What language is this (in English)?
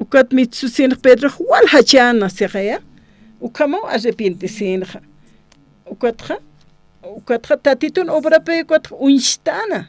Aymara